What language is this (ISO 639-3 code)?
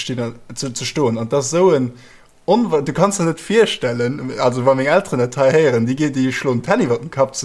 ltz